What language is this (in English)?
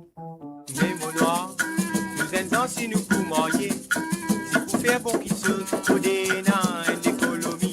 Morisyen